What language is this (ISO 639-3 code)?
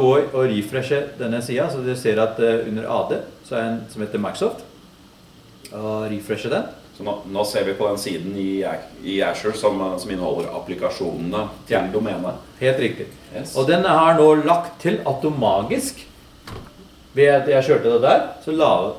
nor